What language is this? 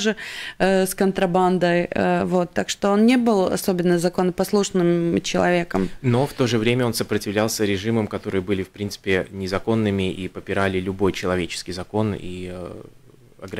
Russian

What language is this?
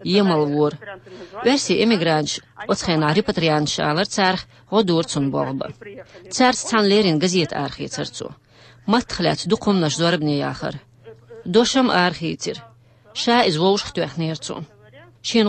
Chechen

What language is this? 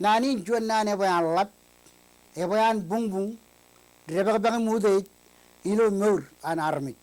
Marshallese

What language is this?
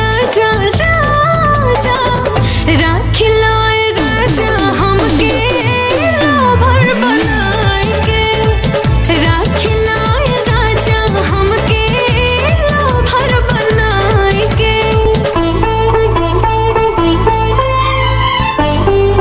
Bhojpuri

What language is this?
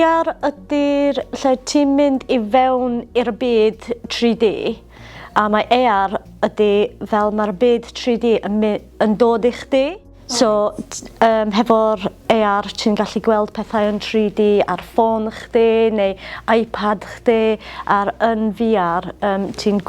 Welsh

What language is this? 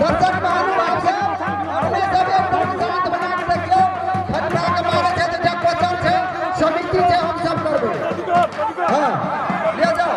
Maithili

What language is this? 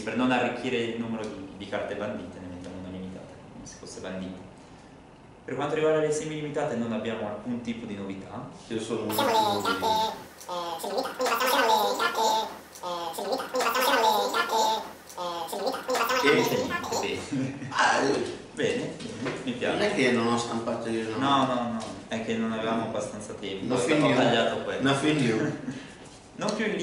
Italian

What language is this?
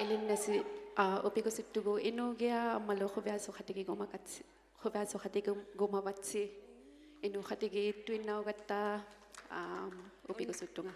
Inuktitut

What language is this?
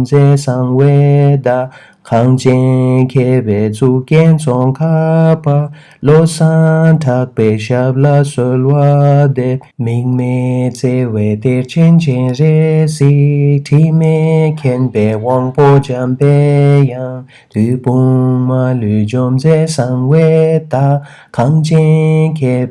Tibetan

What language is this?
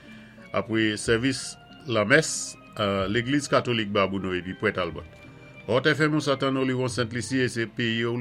Saint Lucian Creole French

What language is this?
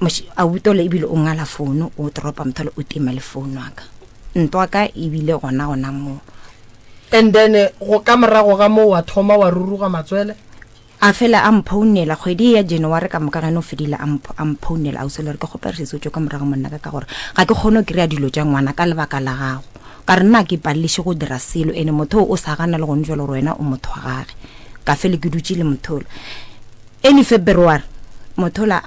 Northern Sotho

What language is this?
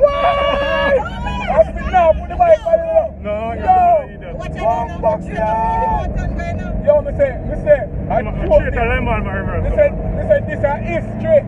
Jamaican Creole English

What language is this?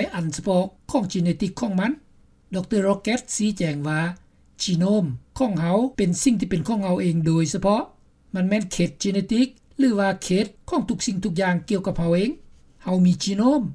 Lao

